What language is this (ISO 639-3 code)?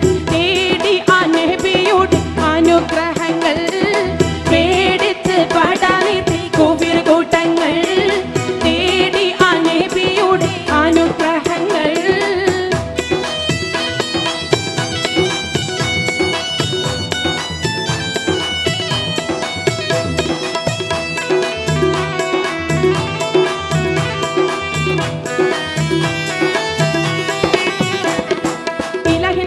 mal